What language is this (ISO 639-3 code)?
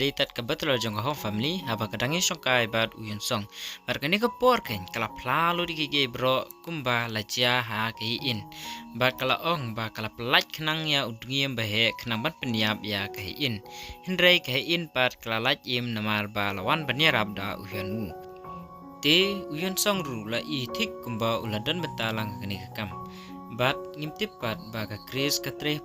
kha